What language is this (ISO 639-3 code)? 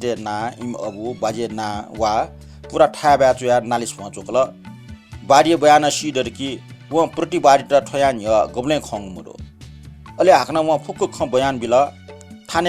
new